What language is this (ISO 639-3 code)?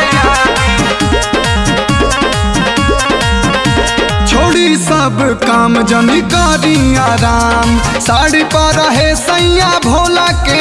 bho